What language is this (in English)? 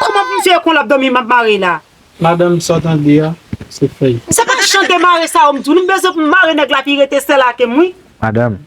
Haitian Creole